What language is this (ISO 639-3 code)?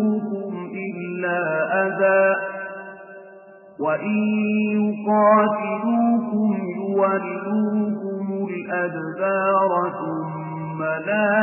ara